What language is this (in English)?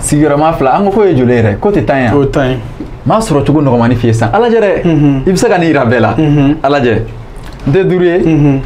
Bambara